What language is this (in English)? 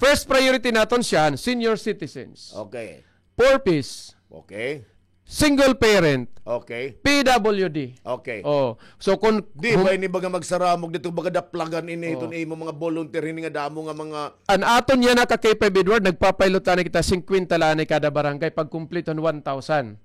Waray